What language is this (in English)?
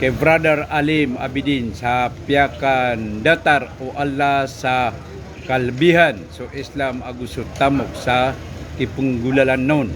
Maranao